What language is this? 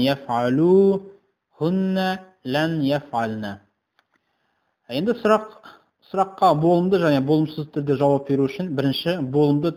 Kazakh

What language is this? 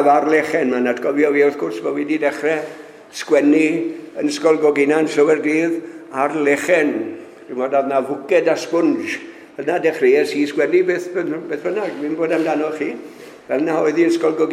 Welsh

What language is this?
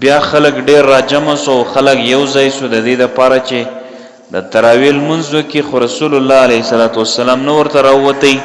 Pashto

